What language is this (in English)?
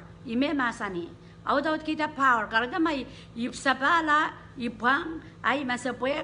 Pohnpeian